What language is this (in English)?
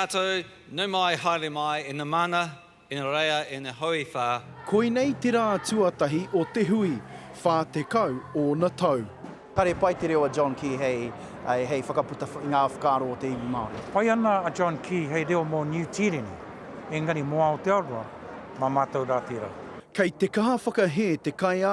Māori